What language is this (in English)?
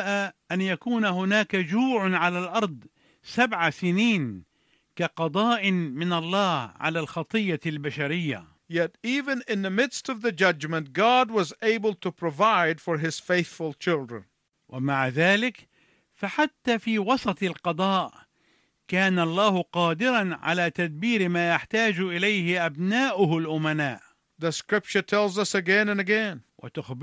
Arabic